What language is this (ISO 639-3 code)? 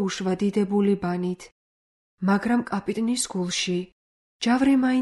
kat